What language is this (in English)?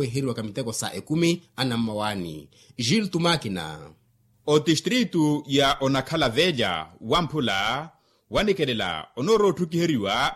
Makhuwa